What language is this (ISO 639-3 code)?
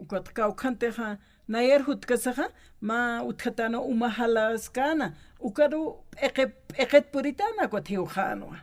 aym